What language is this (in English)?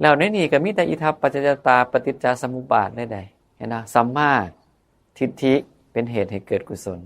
Northeastern Thai